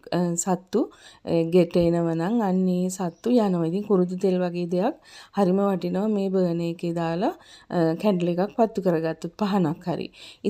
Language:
Sinhala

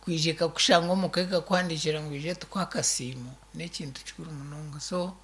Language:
Nyankole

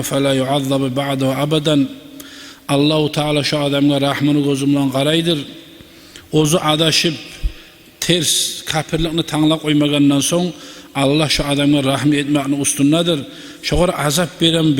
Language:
Kumyk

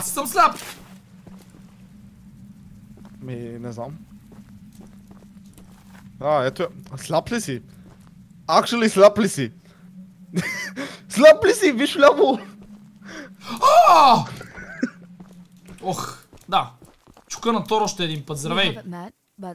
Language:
Bulgarian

